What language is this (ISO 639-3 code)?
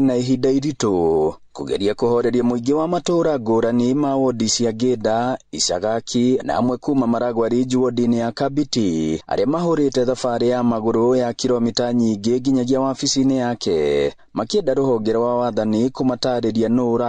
kik